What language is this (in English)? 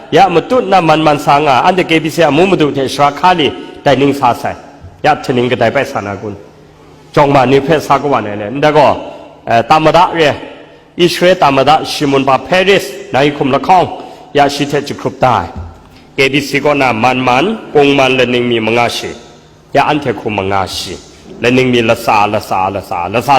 Kachin